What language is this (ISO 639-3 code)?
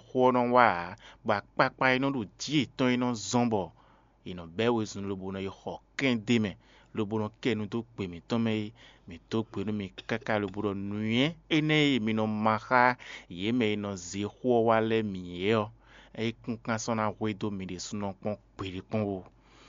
fon